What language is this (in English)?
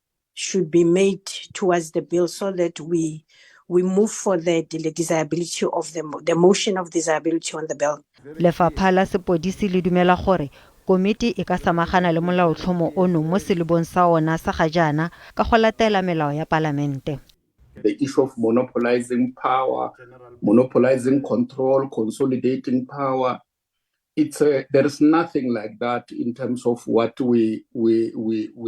Tswana